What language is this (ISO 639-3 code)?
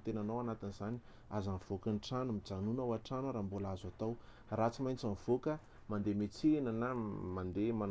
mlg